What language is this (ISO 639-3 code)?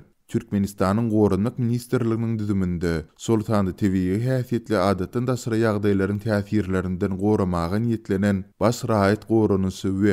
tuk